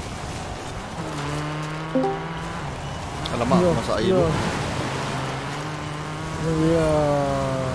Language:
Malay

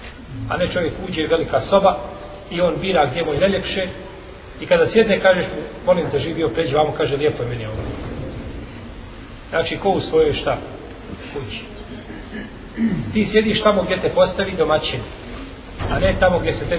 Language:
Bosnian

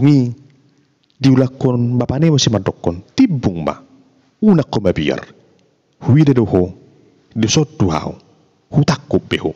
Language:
Batak Toba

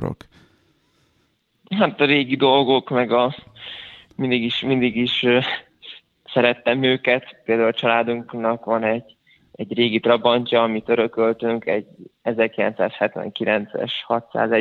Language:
Hungarian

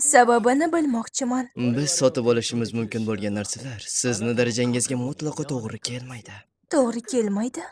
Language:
Uzbek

